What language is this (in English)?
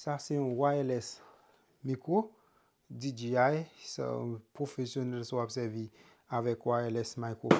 Haitian Creole